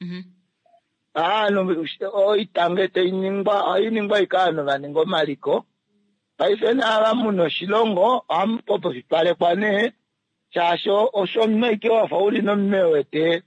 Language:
Kuanyama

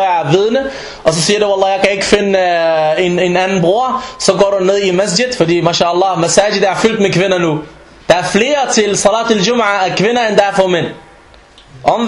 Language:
Danish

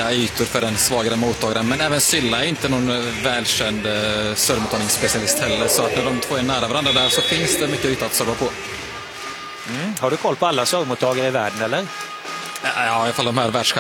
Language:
Swedish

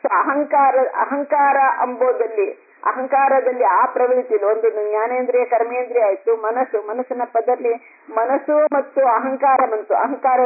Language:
Kannada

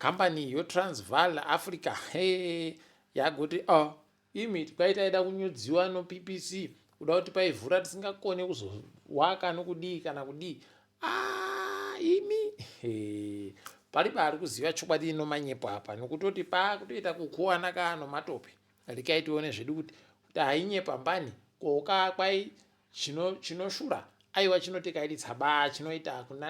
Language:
Ndau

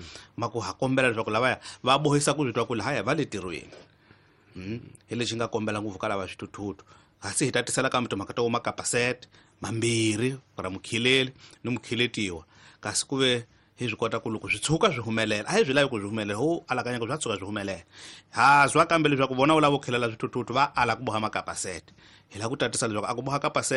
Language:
Tsonga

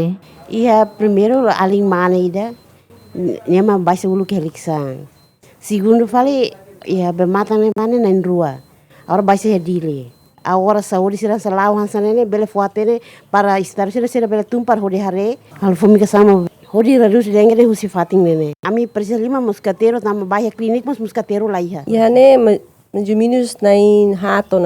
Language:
Tetum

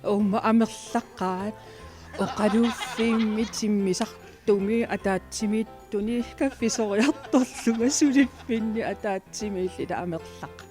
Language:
Kalaallisut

